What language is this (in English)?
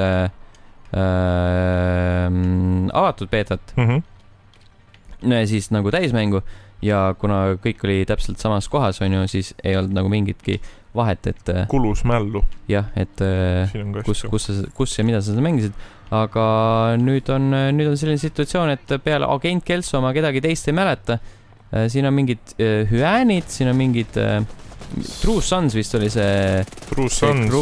Estonian